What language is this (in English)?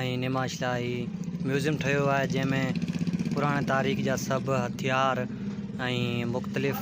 Sindhi